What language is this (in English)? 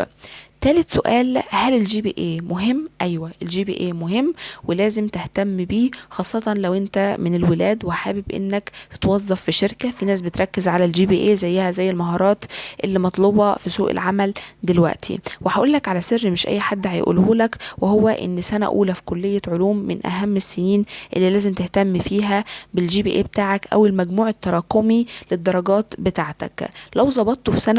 Egyptian Arabic